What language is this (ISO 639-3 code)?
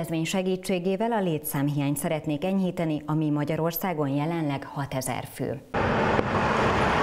hun